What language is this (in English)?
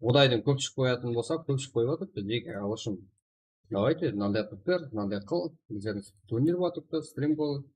Kara-Kalpak